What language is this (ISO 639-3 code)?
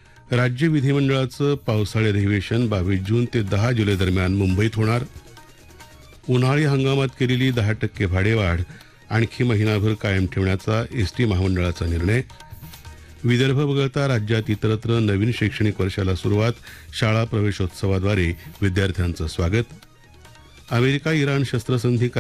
mar